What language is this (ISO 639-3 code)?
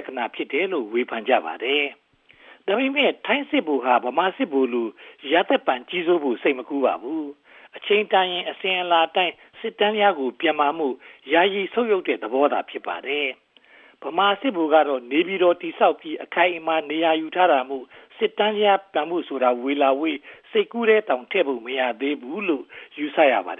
mya